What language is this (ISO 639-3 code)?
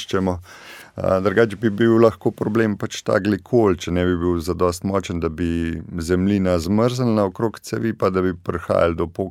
slv